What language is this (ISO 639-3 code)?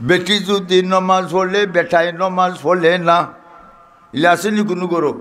syl